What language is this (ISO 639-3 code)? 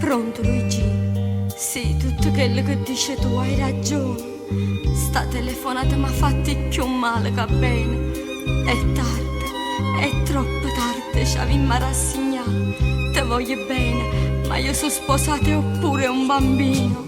nap